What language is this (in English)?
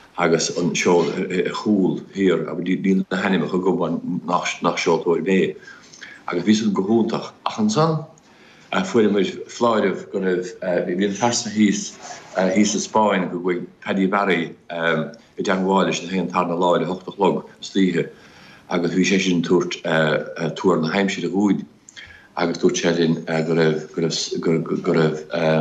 Irish